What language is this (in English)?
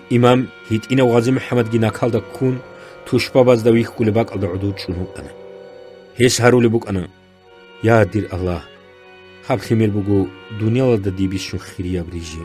Avaric